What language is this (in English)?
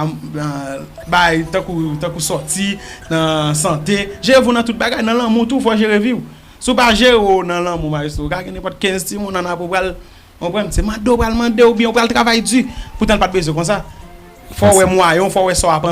Haitian Creole